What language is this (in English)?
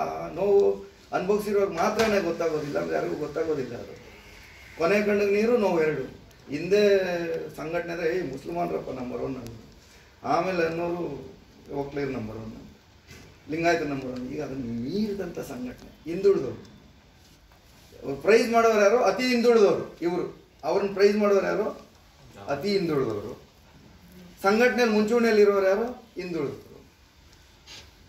Kannada